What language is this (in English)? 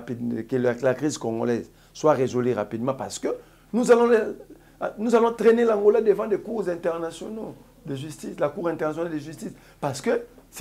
French